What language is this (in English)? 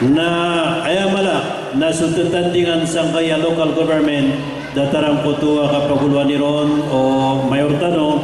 Maranao